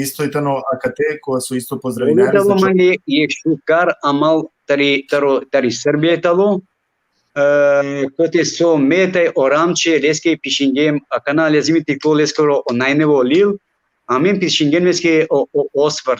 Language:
Balkan Romani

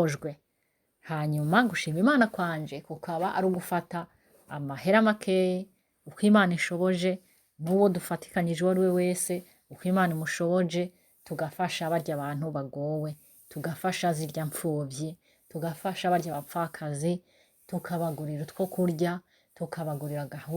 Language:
Rundi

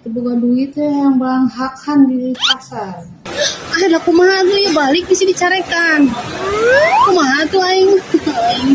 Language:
Sundanese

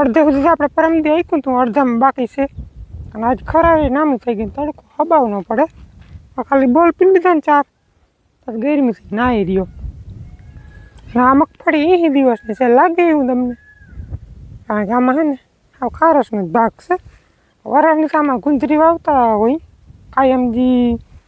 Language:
Gujarati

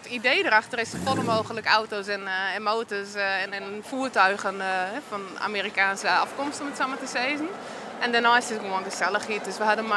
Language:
Western Frisian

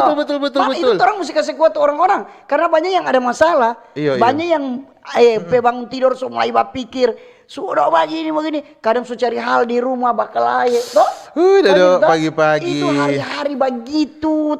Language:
Manado Malay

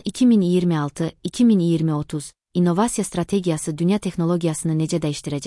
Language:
Azerbaijani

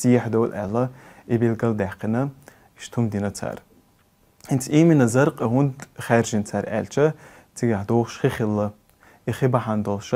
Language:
Chechen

